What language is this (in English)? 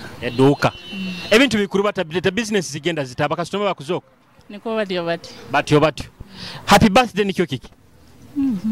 Nyoro